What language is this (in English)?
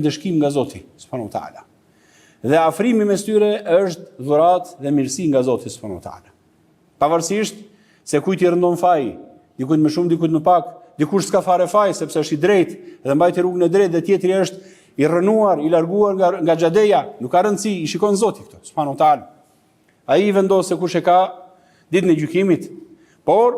Albanian